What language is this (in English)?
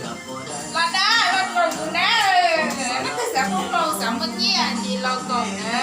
Hmong